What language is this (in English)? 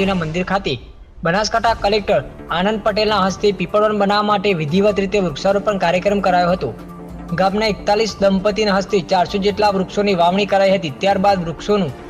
Gujarati